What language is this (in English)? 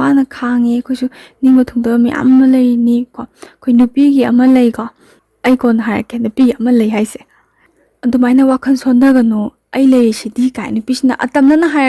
Manipuri